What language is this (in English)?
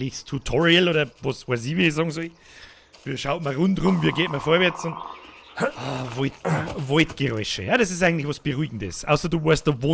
Bavarian